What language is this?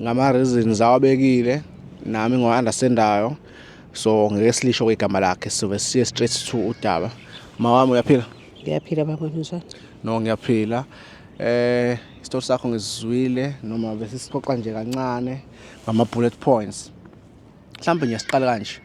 Zulu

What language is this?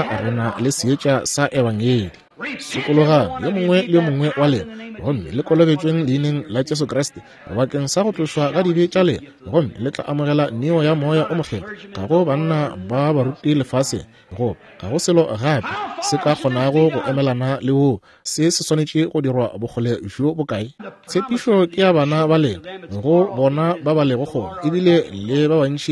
Northern Sotho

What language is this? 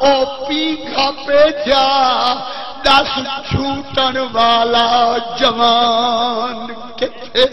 Saraiki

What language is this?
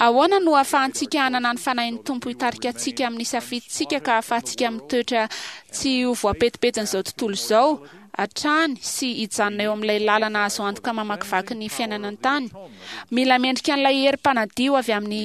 Malagasy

